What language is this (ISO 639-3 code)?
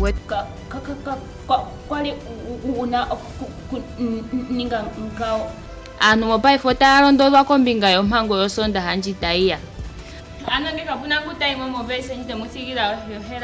ndo